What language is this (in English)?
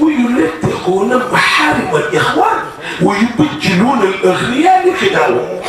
Wolof